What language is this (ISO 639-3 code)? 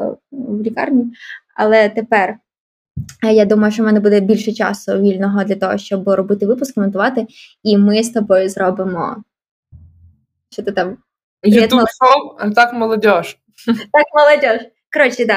ukr